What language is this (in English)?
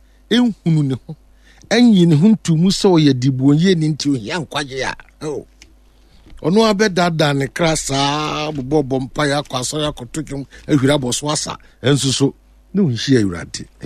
Akan